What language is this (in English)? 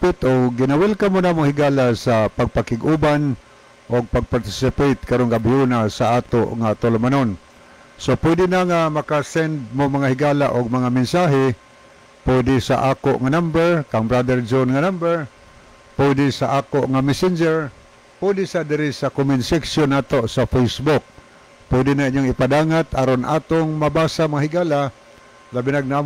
Cebuano